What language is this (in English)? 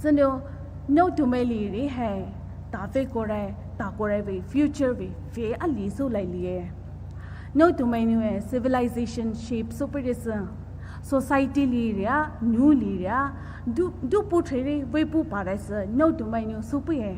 Poumei Naga